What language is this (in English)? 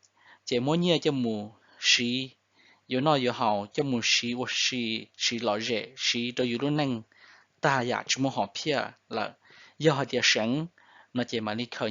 Hmong